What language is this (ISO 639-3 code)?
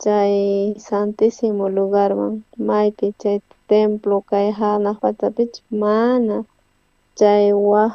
quh